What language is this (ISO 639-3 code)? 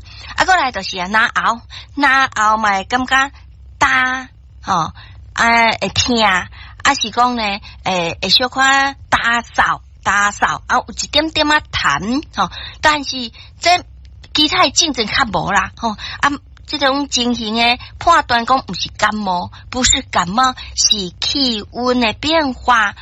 nan